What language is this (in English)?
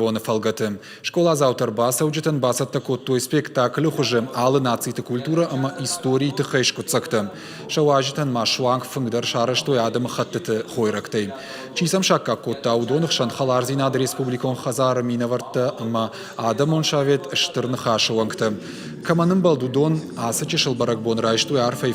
Ossetic